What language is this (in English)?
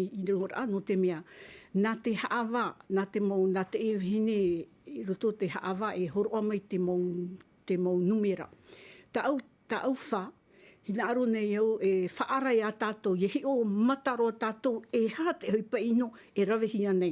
Tahitian